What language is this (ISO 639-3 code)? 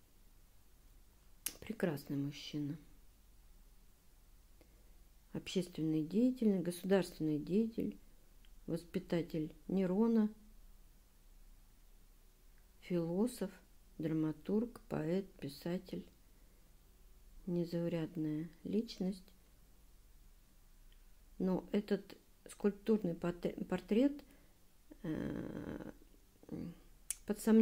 rus